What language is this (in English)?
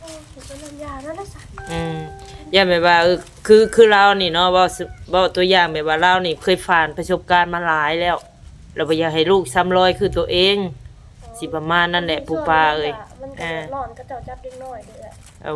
Northeastern Thai